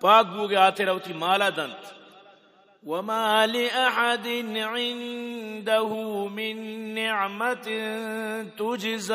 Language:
Eastern Balochi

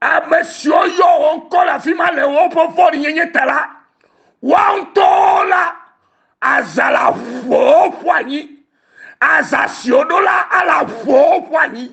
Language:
Ewe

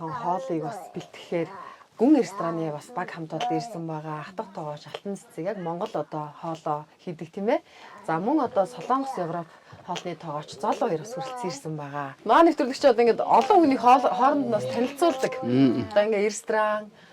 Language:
Mongolian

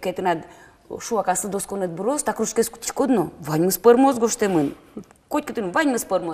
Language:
Udmurt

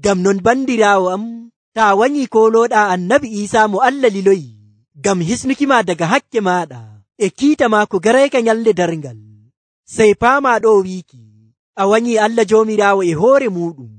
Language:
Nigerian Fulfulde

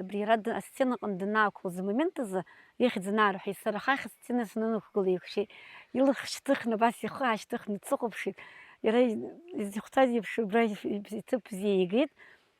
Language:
Abkhazian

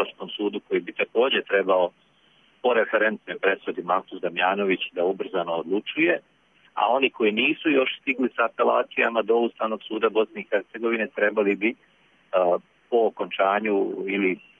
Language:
Bosnian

